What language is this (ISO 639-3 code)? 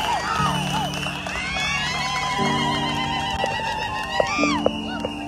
swa